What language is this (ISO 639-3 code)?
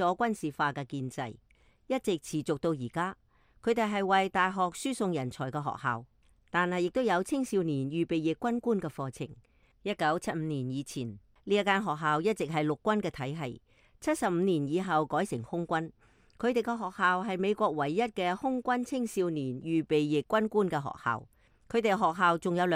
yue